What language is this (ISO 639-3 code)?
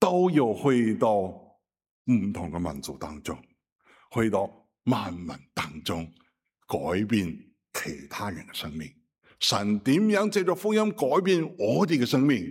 yue